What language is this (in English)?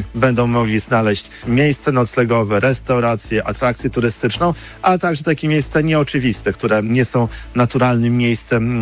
Polish